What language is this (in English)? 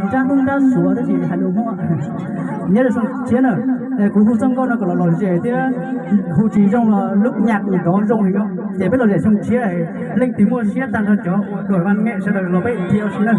Hmong